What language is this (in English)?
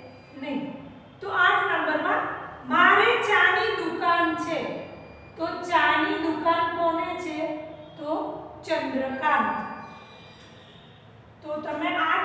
Gujarati